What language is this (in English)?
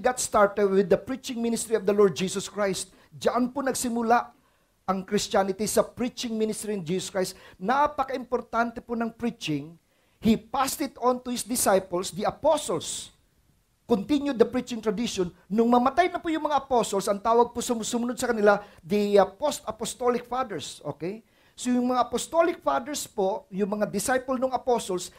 Filipino